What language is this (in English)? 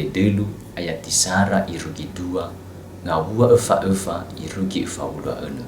Nias